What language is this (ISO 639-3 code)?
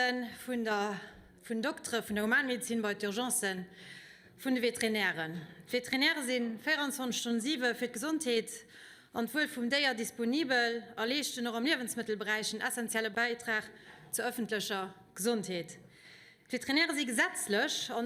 ltz